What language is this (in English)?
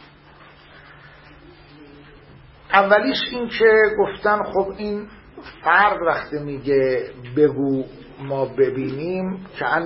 Persian